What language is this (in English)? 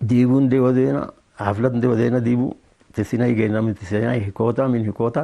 Tigre